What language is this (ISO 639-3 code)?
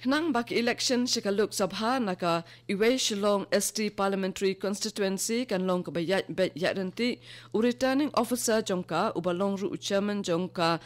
kha